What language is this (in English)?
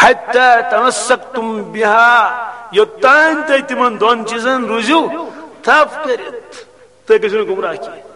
Kashmiri